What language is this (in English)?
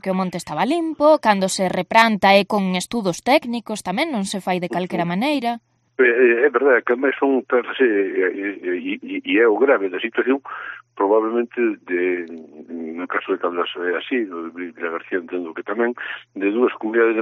Galician